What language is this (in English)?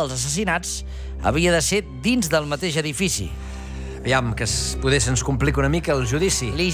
Catalan